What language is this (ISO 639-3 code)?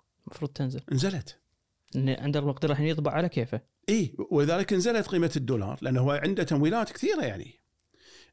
afb